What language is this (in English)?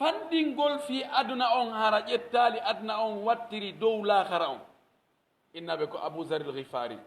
Pular